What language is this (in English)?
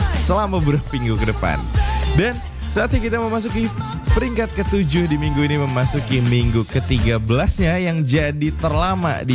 Indonesian